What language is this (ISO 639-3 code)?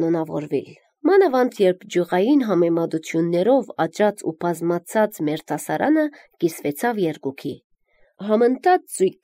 hye